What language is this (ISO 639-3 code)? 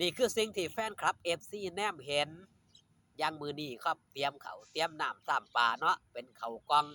tts